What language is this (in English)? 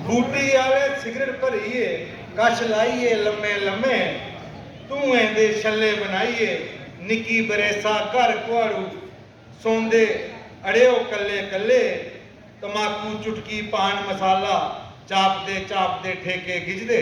Dogri